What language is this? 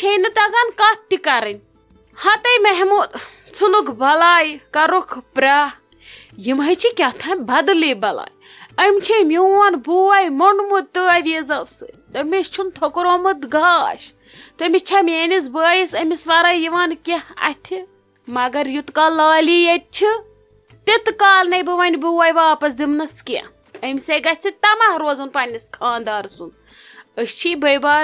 Kashmiri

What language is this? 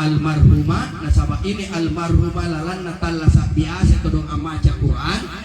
Makasar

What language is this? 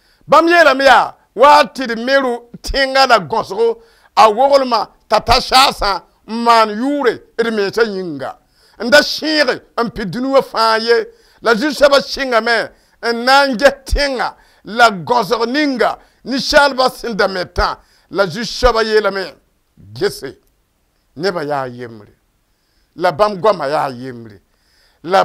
Mossi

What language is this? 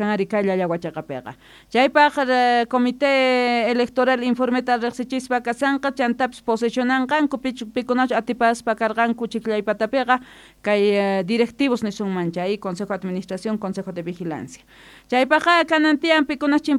South Bolivian Quechua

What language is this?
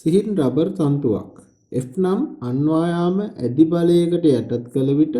Sinhala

